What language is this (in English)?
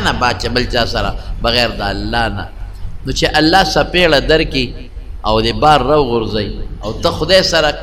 Pashto